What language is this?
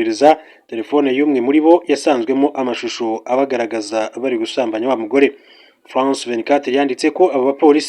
Kinyarwanda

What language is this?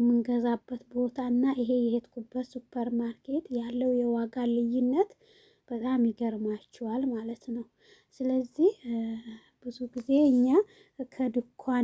Amharic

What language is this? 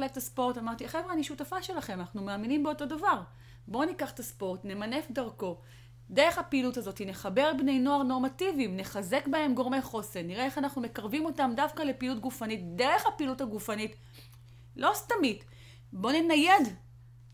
Hebrew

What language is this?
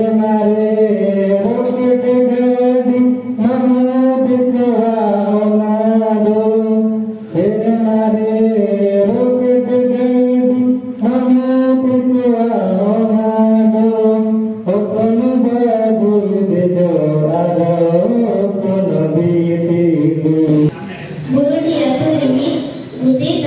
Santali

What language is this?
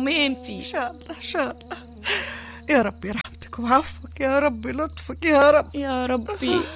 Tunisian Arabic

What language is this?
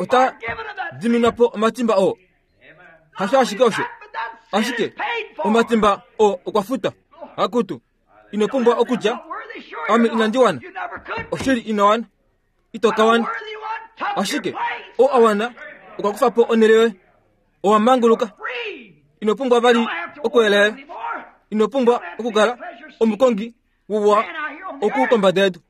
Kuanyama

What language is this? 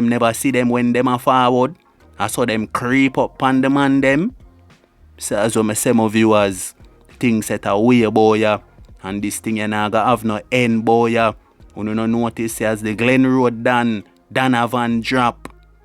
Jamaican Creole English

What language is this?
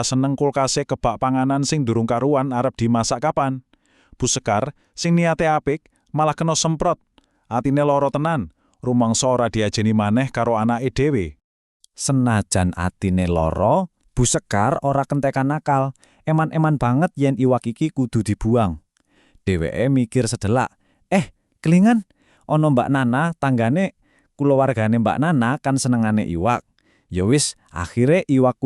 Javanese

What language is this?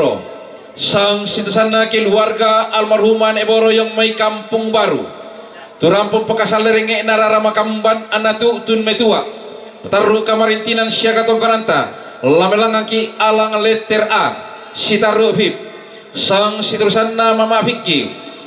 Toraja-Sa'dan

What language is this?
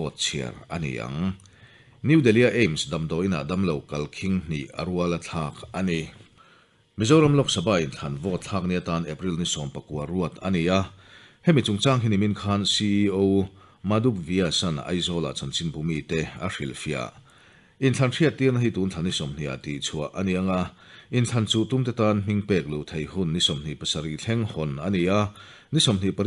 Mizo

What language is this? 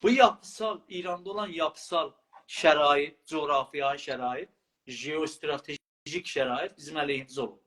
South Azerbaijani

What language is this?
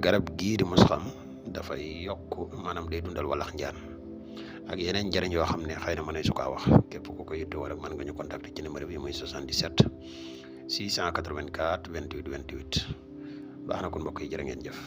Wolof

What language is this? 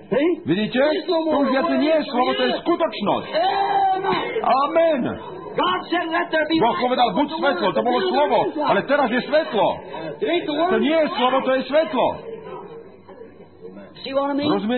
Slovak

